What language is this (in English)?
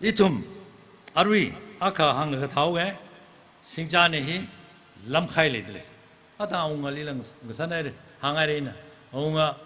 Tangkhul Naga (India)